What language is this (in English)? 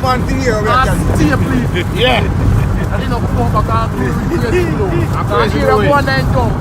Jamaican Creole English